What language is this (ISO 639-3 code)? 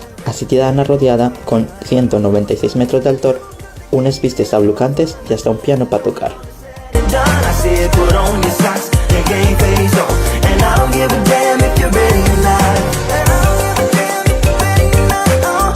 ast